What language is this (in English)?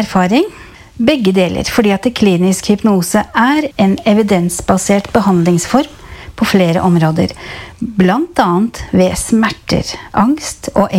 Norwegian